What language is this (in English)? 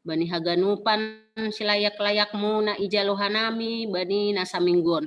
Batak Simalungun